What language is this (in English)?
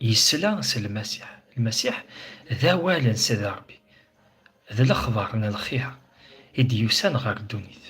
Kabyle